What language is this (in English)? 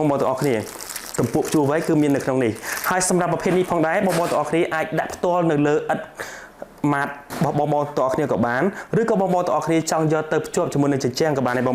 Khmer